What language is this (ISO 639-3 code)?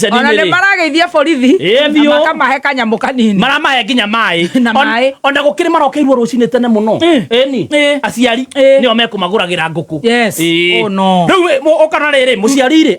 kik